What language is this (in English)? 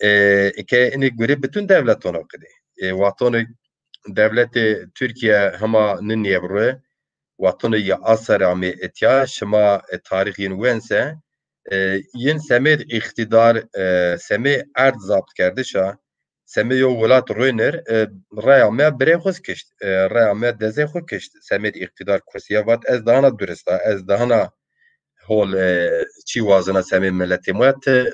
Zaza